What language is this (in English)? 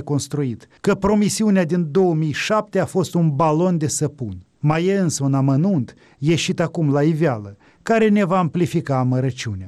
Romanian